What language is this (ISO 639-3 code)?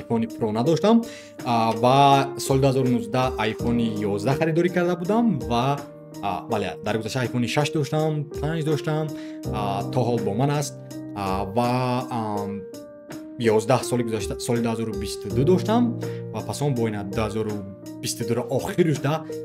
tgk